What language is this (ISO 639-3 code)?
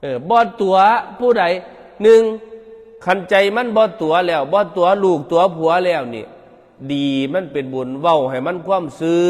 tts